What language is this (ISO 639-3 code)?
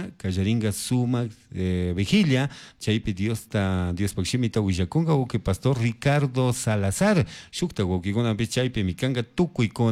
qug